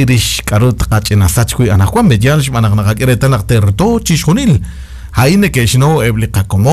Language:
Kekchí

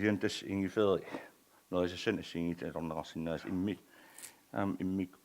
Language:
Kalaallisut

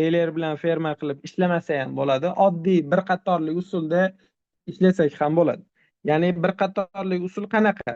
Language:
Uzbek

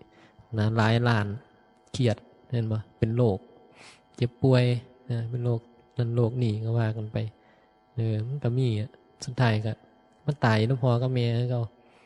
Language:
Northeastern Thai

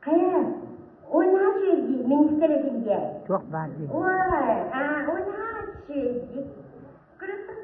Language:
Yakut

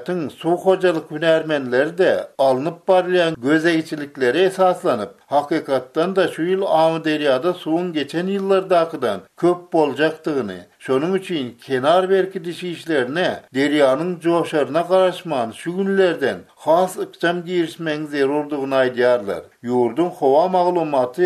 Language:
Turkmen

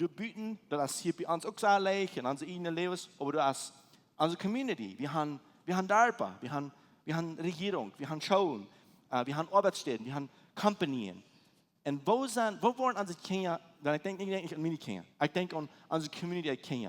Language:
Plautdietsch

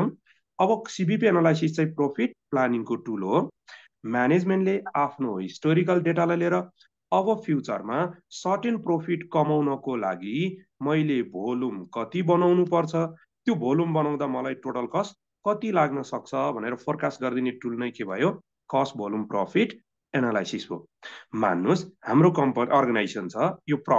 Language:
Nepali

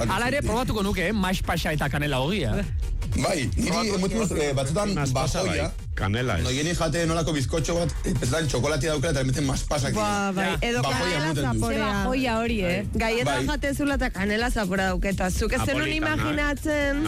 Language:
Basque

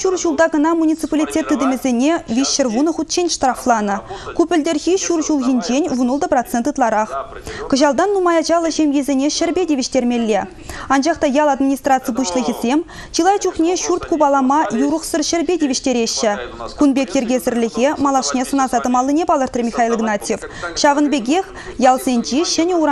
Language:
Chuvash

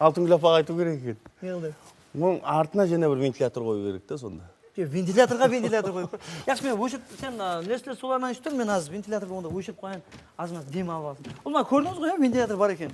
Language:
Kara-Kalpak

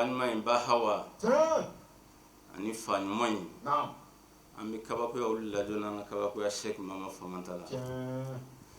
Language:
Bambara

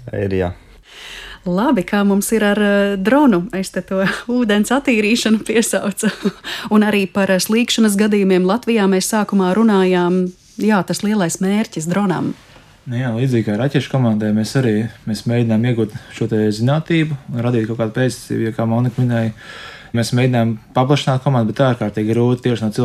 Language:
Latvian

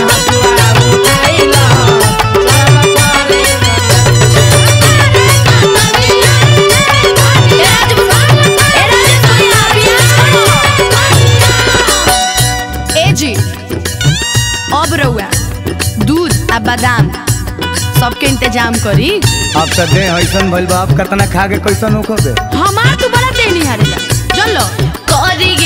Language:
Bhojpuri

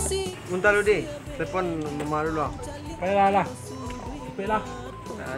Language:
Minangkabau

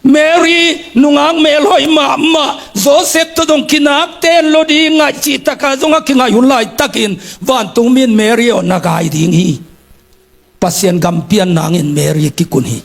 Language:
Tedim Chin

